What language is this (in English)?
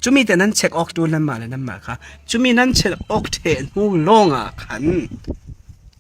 Falam Chin